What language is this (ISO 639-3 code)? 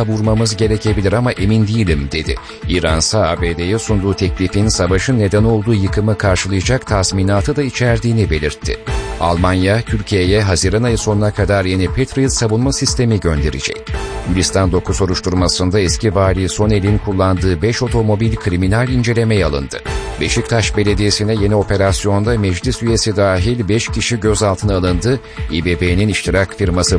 tur